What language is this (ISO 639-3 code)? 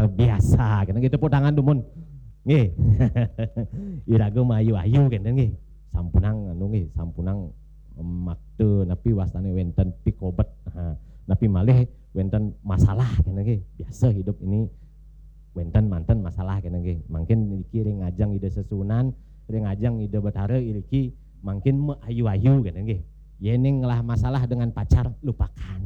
ban